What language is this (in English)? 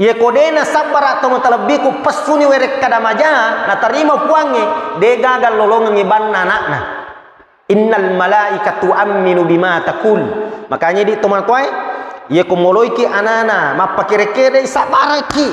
Buginese